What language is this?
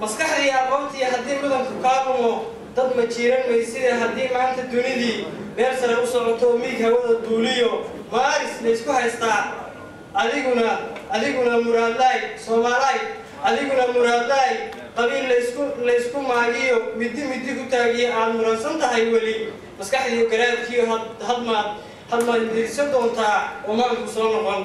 Somali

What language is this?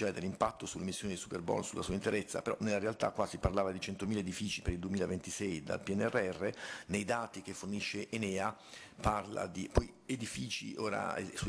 Italian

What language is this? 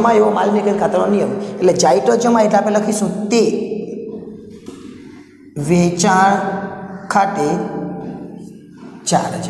Gujarati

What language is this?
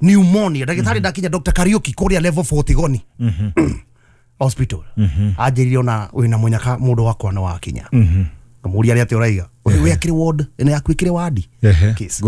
Kikuyu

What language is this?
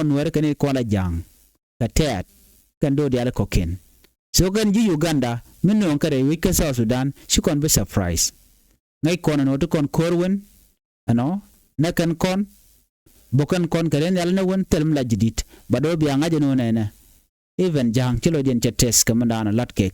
Nuer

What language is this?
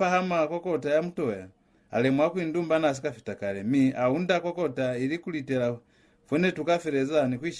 Lozi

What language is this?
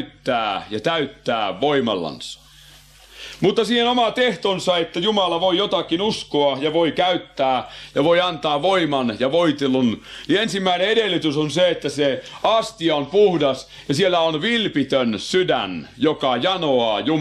Finnish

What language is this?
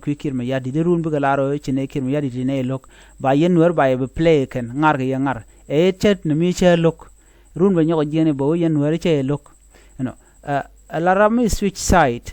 Nuer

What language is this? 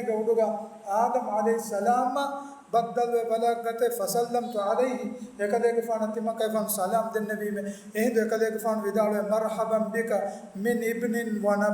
Divehi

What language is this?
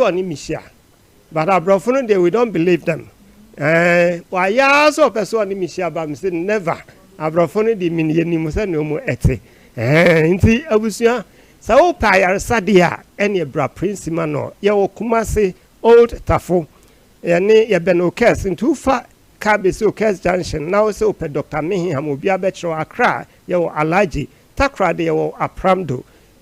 Akan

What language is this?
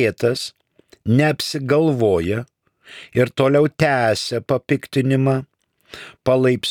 Lithuanian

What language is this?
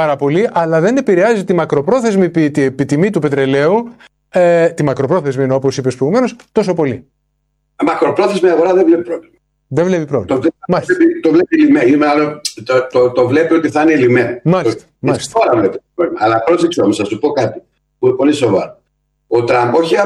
Greek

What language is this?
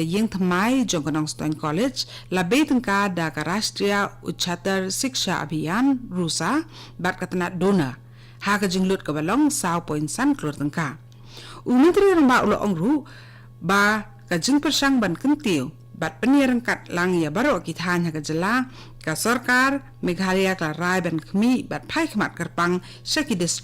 Khasi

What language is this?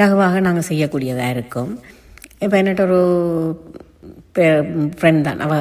Tamil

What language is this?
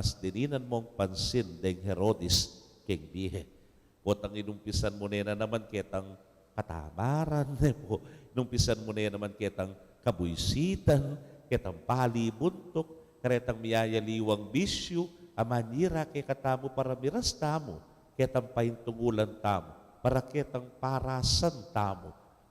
Pampanga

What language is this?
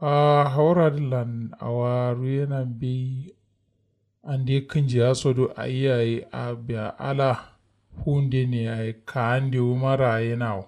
Kanuri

